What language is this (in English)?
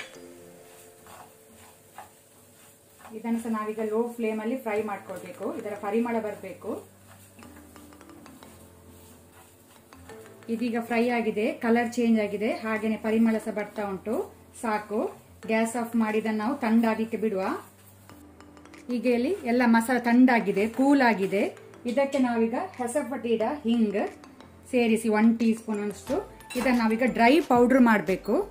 Kannada